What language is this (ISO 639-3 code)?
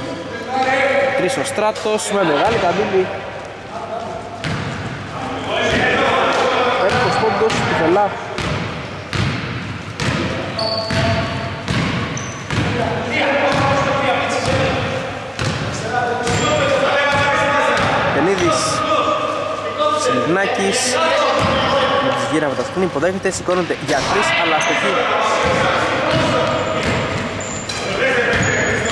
ell